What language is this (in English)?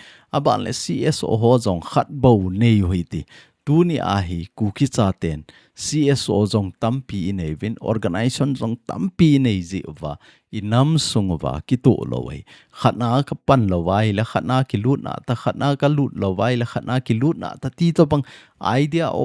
Thado Chin